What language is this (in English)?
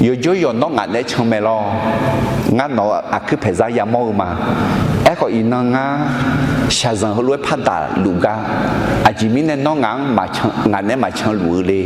Akha